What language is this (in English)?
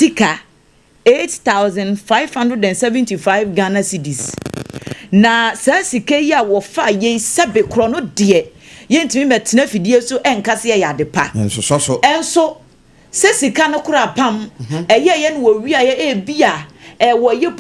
Akan